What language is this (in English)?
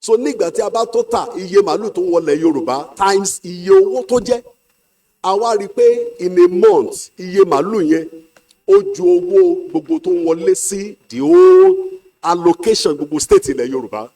Yoruba